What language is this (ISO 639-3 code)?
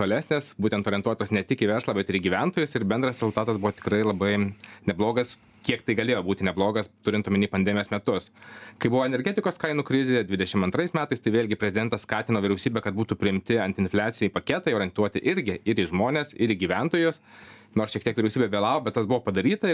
lit